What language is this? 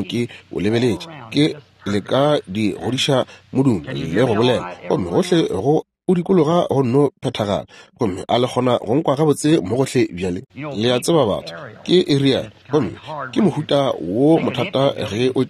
Northern Sotho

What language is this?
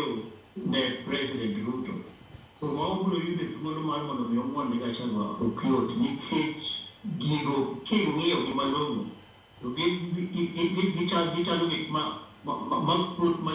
Luo (Kenya and Tanzania)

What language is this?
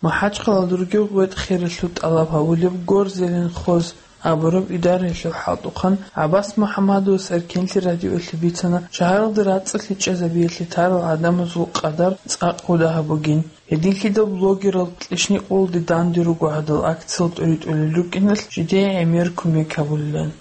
Avaric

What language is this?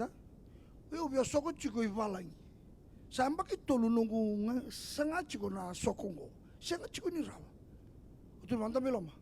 Fijian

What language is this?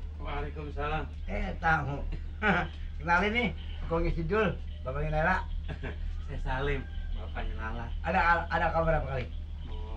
Betawi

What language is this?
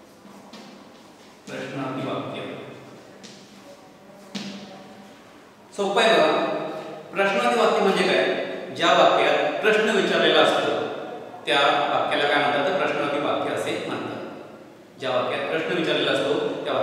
Marathi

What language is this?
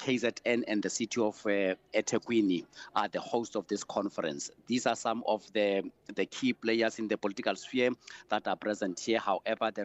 English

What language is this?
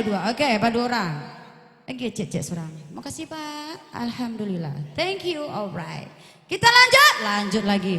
Minangkabau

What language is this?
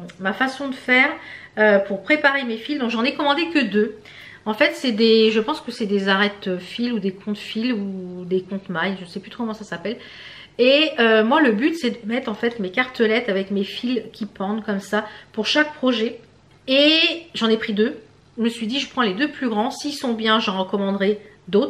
French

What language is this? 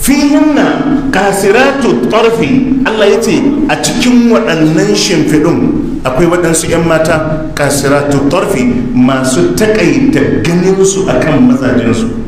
Hausa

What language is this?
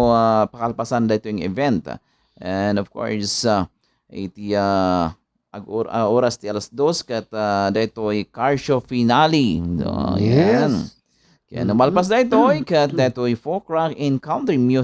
Iloko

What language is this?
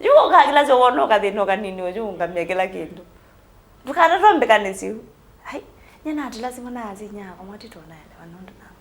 Kamba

